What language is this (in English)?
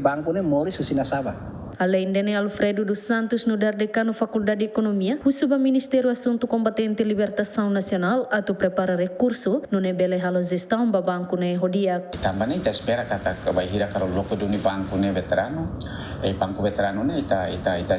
Tetum